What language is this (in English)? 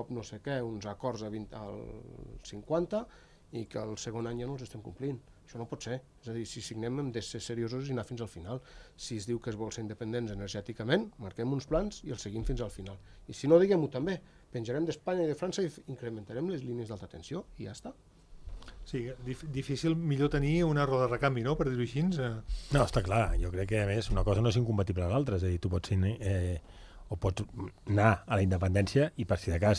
Catalan